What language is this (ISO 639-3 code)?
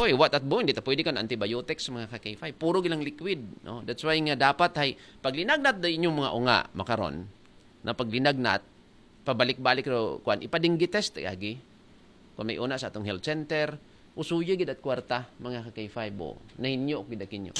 akl